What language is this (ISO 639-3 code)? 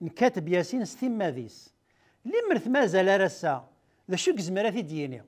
kab